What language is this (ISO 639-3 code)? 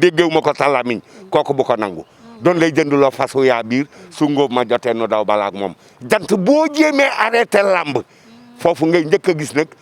wol